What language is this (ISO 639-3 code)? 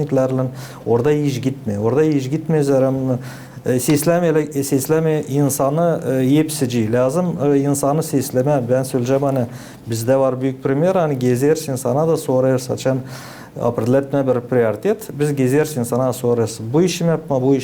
gag